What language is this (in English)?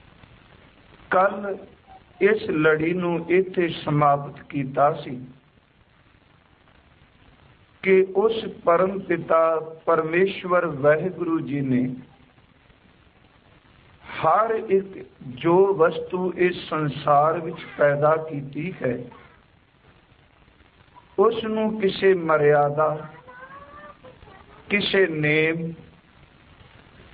Punjabi